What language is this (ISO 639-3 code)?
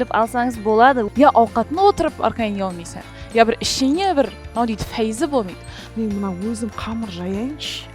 kaa